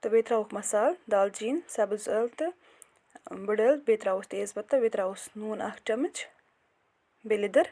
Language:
Kashmiri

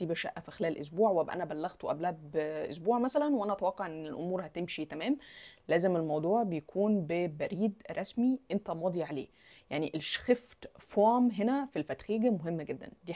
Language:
Egyptian Arabic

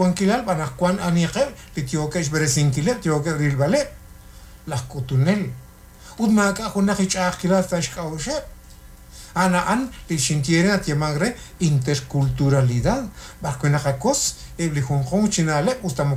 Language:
Kekchí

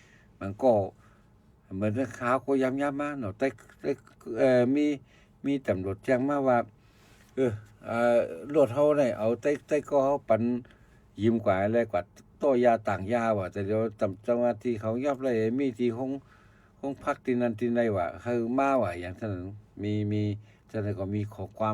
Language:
Shan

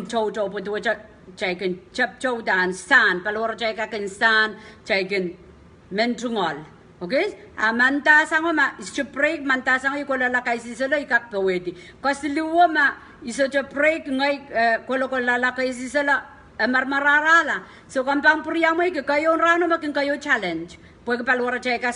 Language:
Pohnpeian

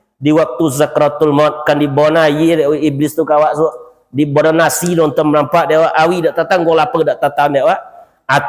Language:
Minangkabau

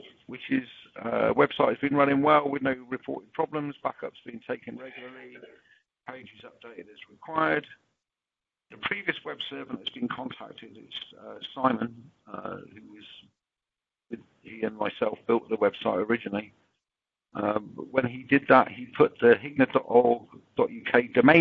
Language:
English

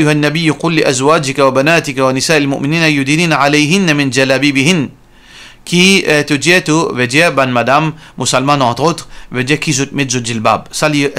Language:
Morisyen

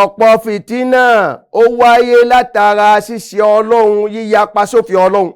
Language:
Yoruba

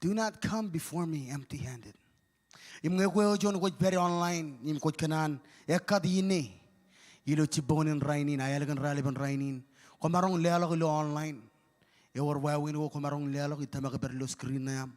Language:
Marshallese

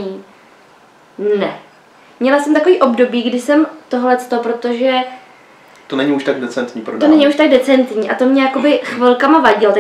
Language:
Czech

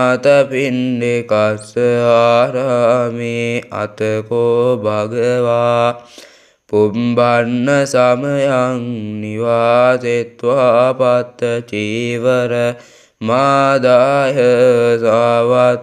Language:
Pali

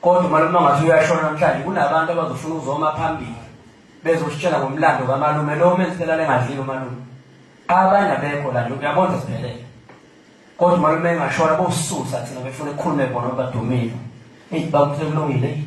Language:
Zulu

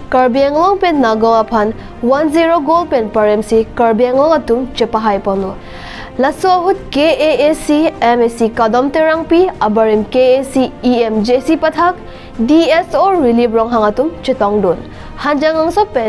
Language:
Karbi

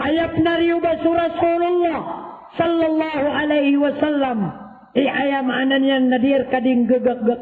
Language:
Maranao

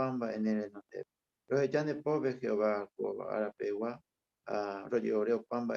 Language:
Guarani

